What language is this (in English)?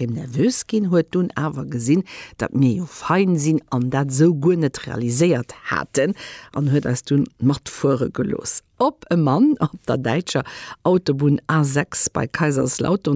Luxembourgish